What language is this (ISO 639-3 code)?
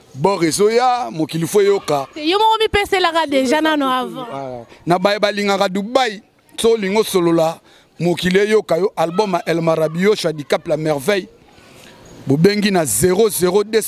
lin